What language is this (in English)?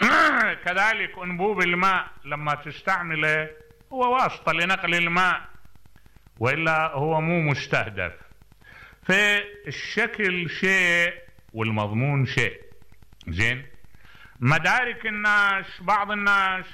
Mesopotamian Arabic